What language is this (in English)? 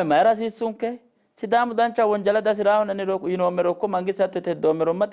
Sidamo